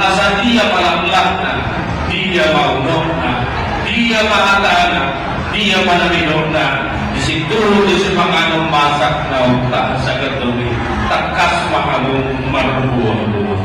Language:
Batak Toba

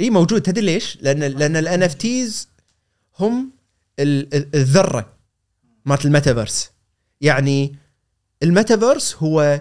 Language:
Gulf Arabic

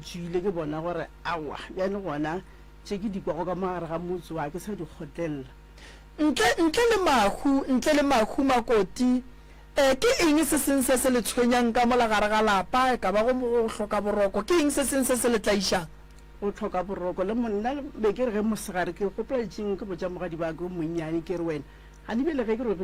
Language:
Northern Sotho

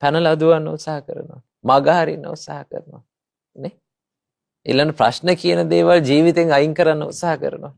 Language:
Sinhala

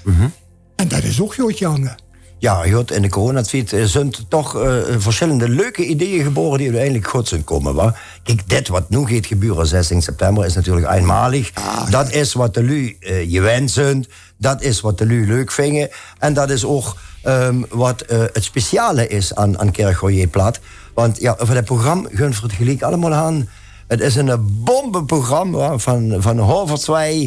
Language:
Limburgish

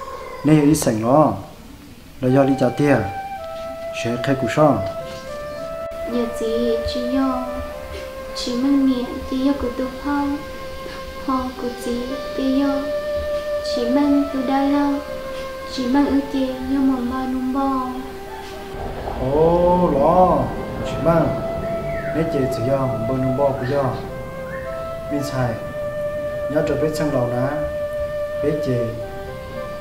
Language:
Vietnamese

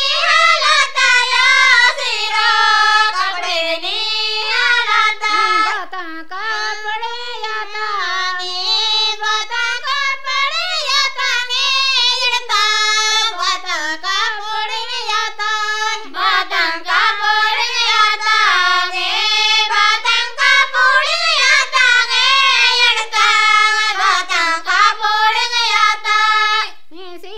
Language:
Gondi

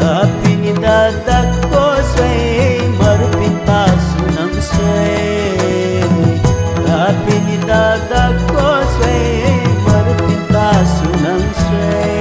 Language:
Newari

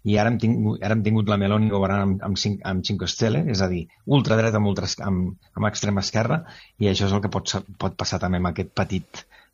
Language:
Catalan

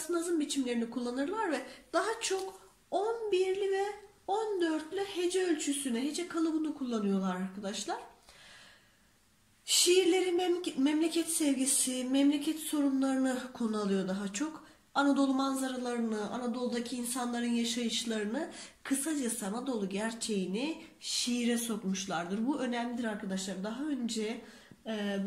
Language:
Turkish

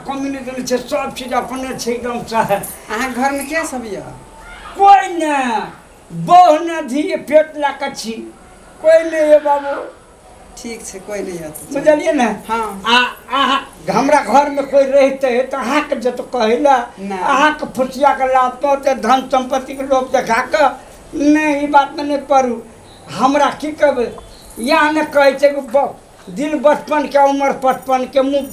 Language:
Maithili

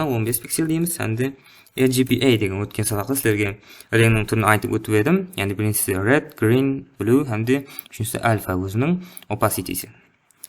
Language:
Kara-Kalpak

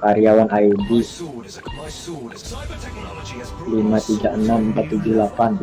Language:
Banjar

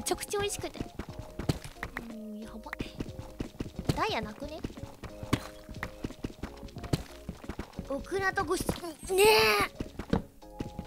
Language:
Japanese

